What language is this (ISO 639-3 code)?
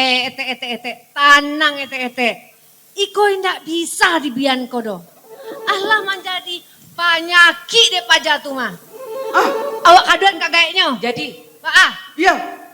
min